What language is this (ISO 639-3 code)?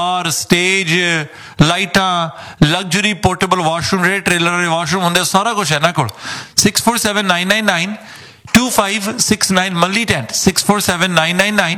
pan